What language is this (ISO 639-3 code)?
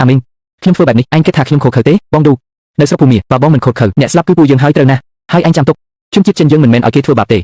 khm